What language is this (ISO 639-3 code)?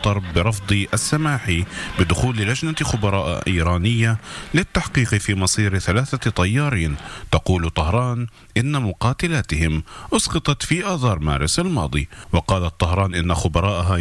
ara